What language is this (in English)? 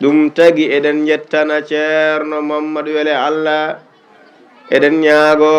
Fula